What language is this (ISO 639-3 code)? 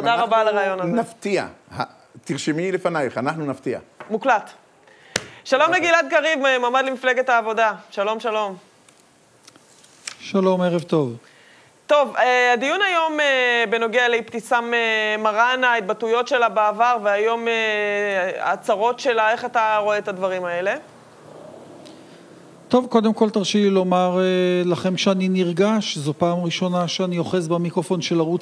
heb